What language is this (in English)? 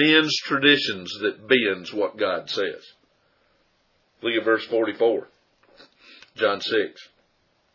English